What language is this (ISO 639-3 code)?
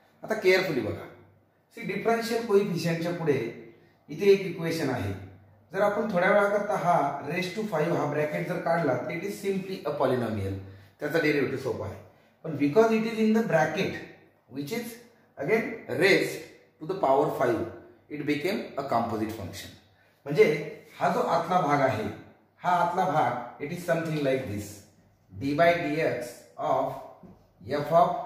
mar